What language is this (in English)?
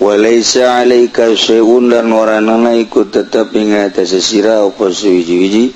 Sundanese